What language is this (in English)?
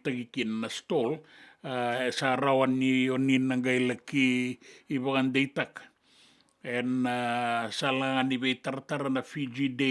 Fijian